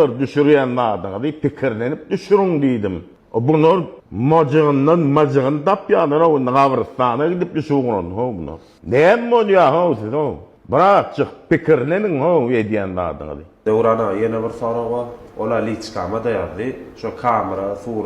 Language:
Turkmen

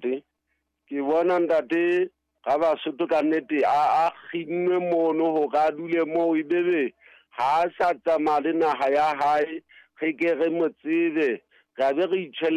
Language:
Southern Sotho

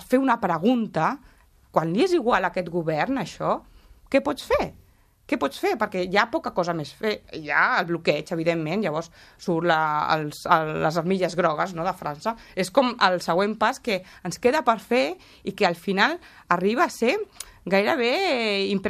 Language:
Catalan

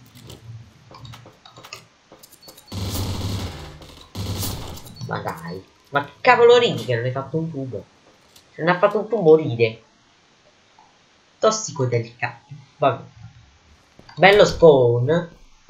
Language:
Italian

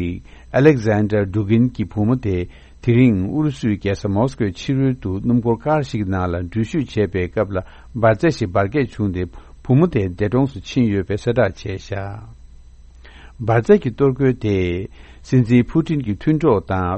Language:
Tibetan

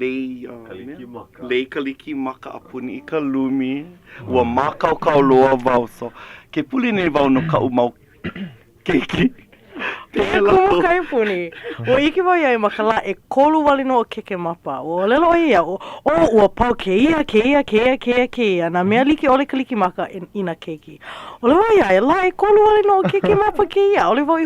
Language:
Hawaiian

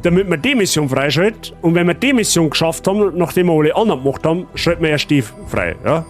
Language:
Bavarian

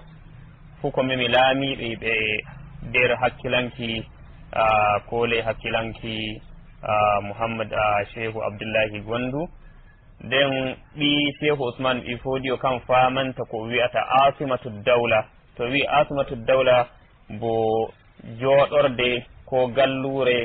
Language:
Nigerian Fulfulde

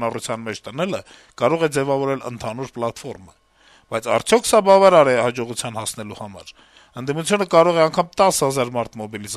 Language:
Armenian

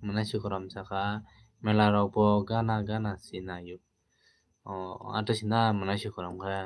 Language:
Kok Borok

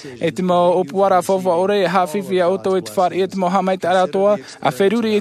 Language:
Tahitian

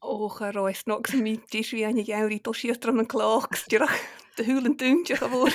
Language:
Scottish Gaelic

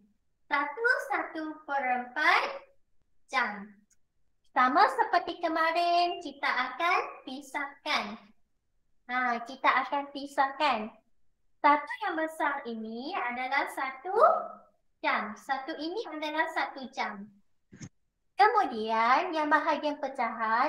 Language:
Malay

